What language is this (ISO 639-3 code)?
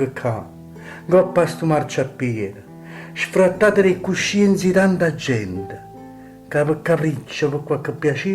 nap